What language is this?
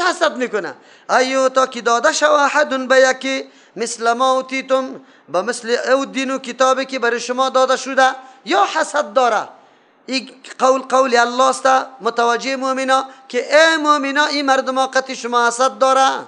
Persian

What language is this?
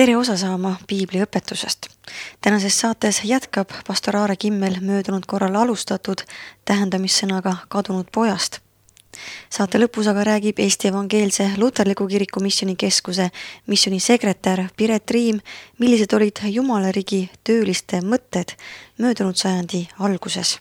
Estonian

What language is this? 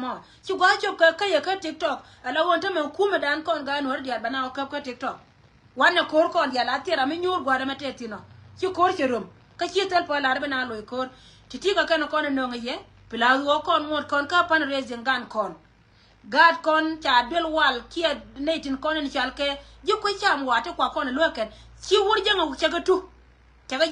Nuer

